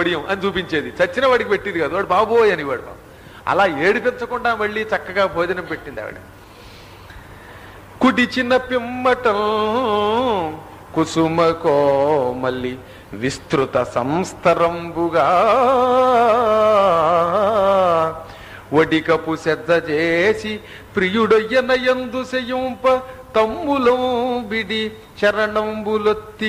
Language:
Telugu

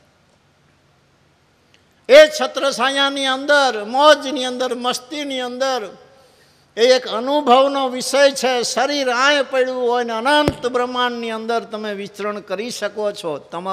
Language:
Gujarati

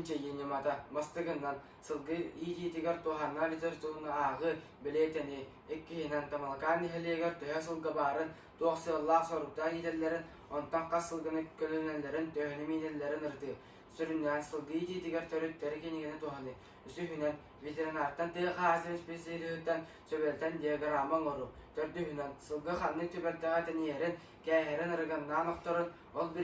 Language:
Yakut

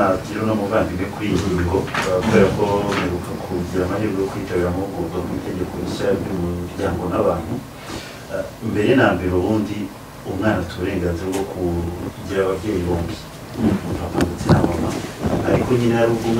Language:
Kinyarwanda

